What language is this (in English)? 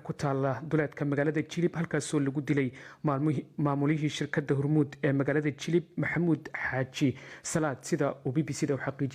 Somali